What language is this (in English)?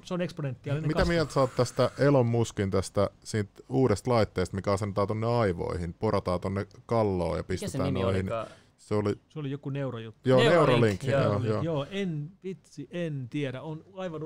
Finnish